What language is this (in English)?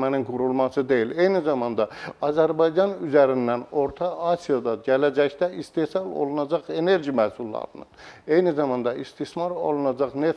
Azerbaijani